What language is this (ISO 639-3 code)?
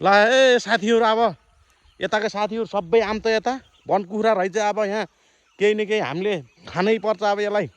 nep